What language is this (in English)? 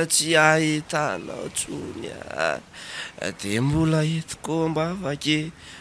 Malagasy